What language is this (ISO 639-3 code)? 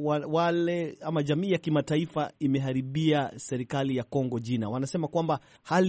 swa